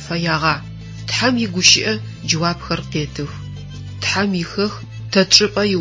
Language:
Adyghe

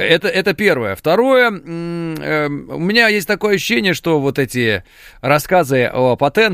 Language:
Russian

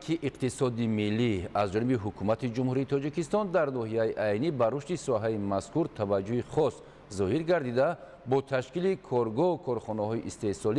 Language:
Tajik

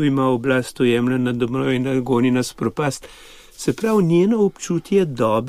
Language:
Slovenian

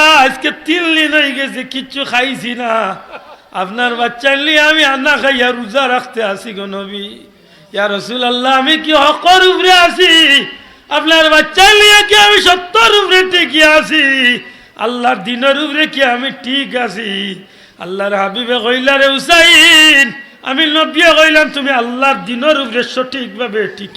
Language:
Sylheti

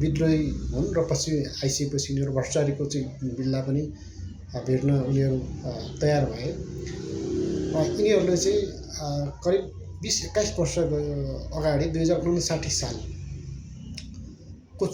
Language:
Nepali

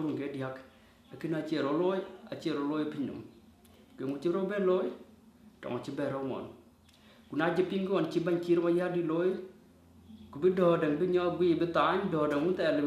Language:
Dinka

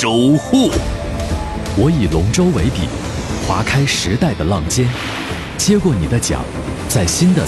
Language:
Chinese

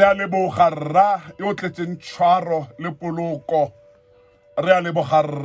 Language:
Tswana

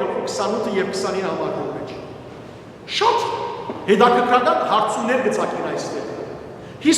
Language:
Western Armenian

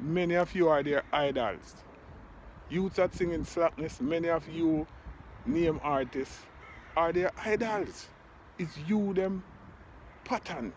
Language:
Jamaican Creole English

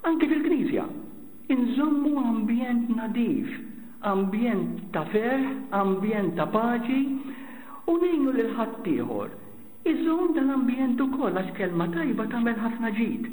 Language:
Maltese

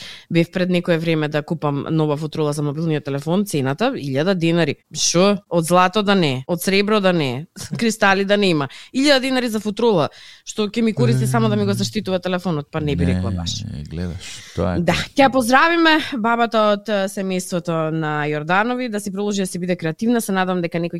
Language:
Macedonian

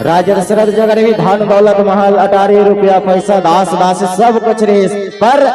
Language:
Chhattisgarhi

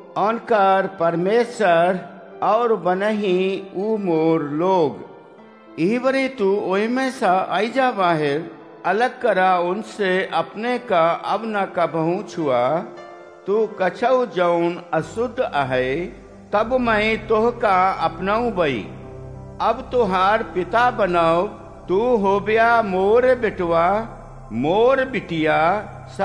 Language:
Awadhi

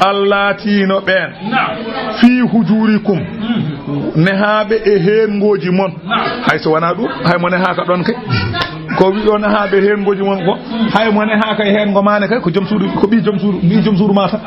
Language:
Fula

